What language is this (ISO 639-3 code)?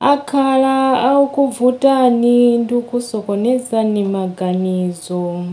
nya